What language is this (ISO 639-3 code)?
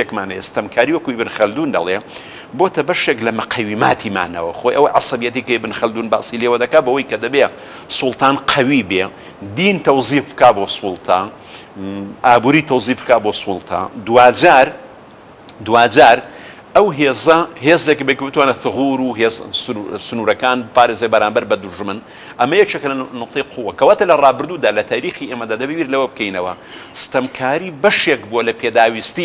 ckb